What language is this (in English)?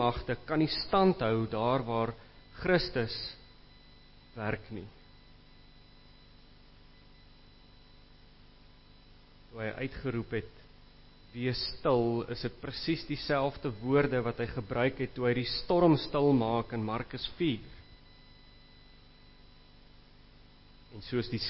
Afrikaans